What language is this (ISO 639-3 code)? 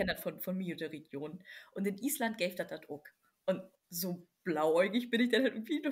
nds